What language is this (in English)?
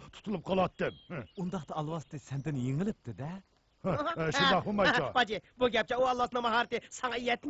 Uyghur